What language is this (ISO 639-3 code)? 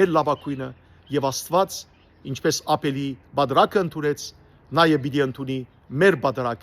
hyw